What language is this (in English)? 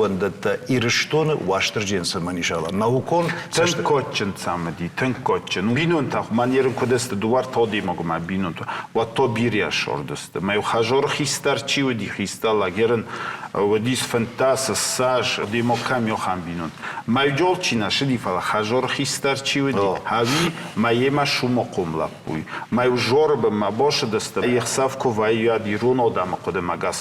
Ossetic